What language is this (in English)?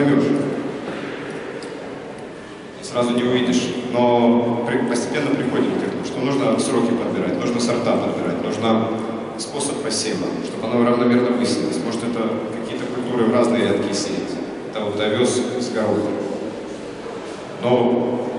Russian